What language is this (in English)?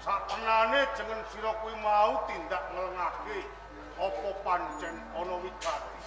Javanese